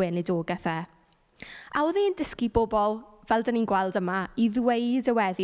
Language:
Welsh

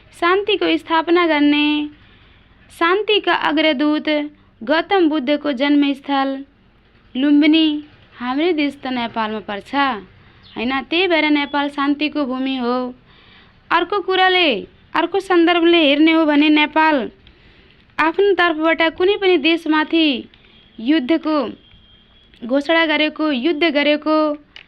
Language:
Nepali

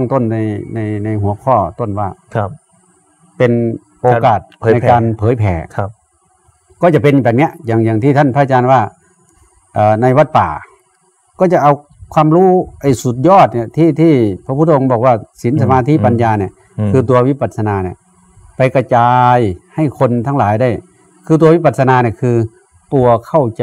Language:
Thai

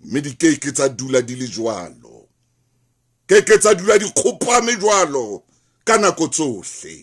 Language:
Southern Sotho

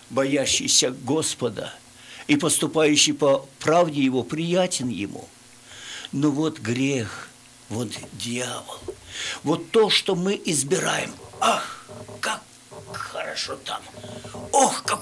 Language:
Russian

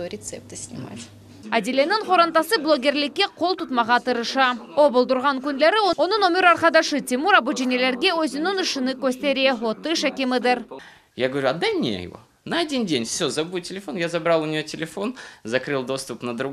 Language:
Crimean Tatar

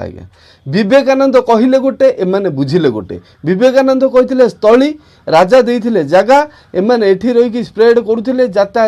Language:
Odia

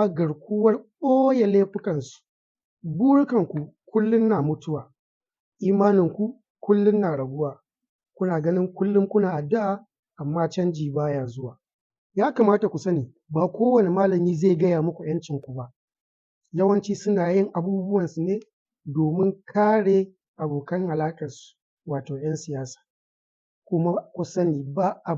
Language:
Hausa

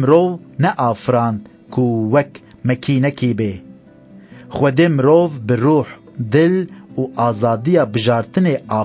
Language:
Kurdish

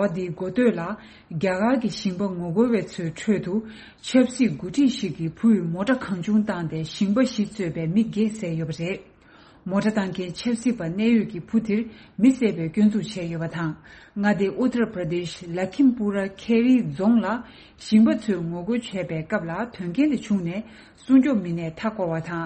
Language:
Tibetan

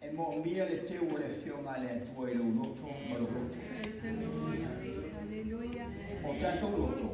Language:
Samoan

